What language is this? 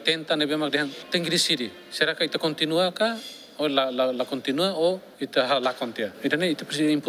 Tetum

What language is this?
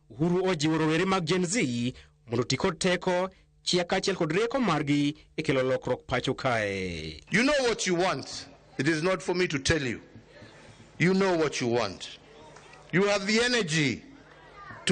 Luo (Kenya and Tanzania)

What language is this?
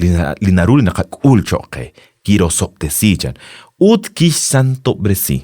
Kekchí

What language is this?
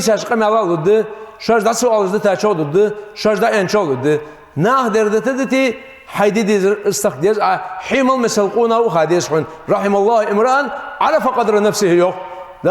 Ingush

